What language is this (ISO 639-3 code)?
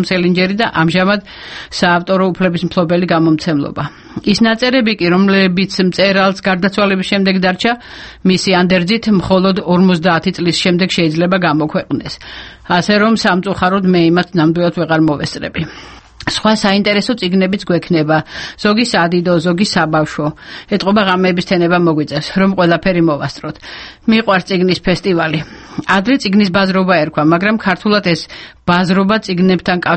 kat